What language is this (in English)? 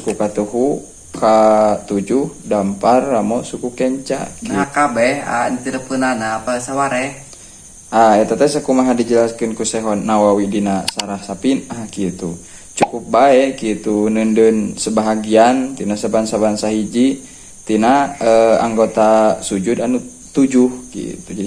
Sundanese